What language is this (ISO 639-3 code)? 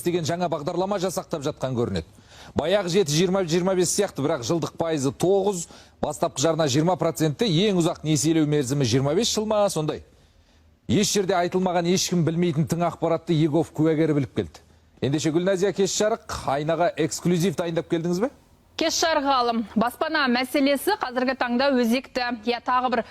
kaz